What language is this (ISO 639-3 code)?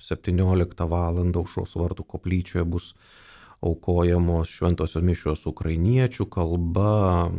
lit